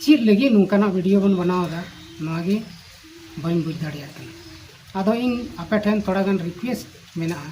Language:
Santali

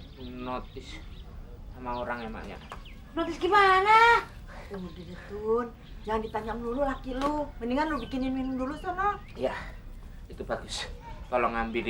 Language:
Betawi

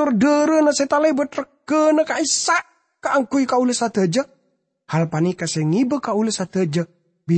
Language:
Madurese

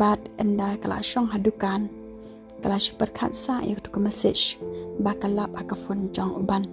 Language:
Khasi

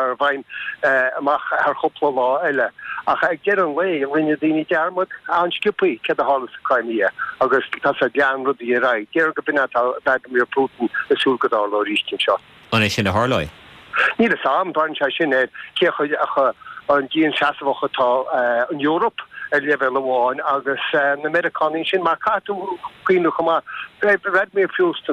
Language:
Irish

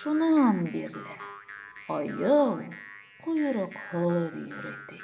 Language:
Bashkir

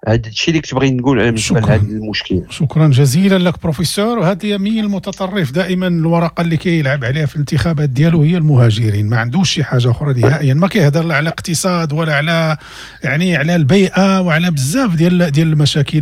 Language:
Moroccan Arabic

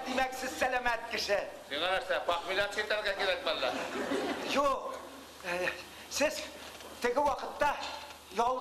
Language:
Tatar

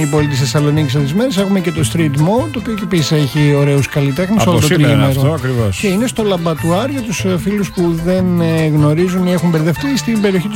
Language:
Greek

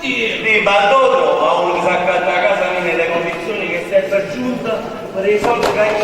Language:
Neapolitan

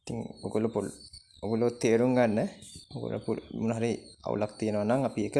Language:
Sinhala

